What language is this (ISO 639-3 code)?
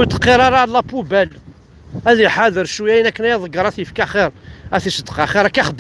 kab